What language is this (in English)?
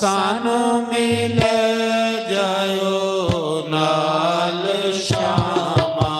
Dogri